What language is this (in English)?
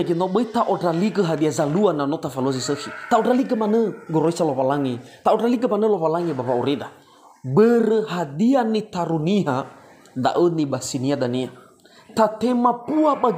Nias